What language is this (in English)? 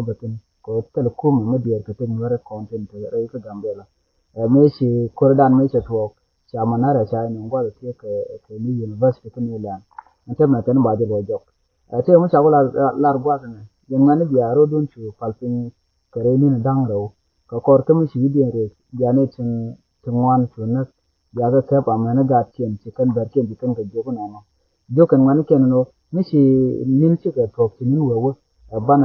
Nuer